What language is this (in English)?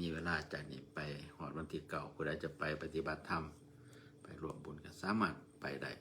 Northeastern Thai